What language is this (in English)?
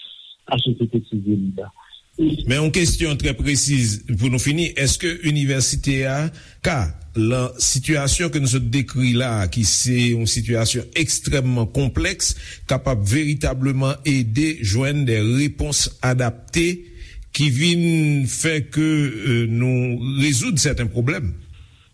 Haitian Creole